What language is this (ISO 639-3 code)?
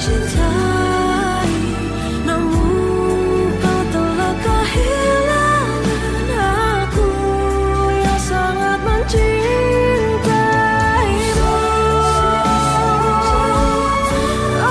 ind